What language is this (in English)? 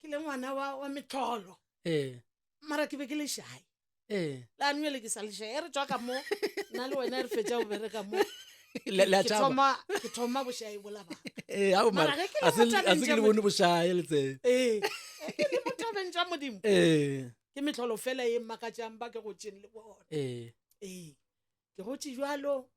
Northern Sotho